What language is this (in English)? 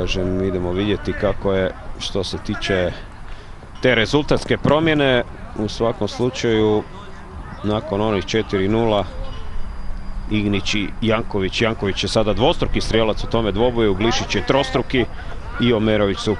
Croatian